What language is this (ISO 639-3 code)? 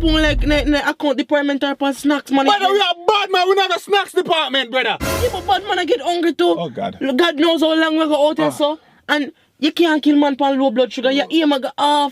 jam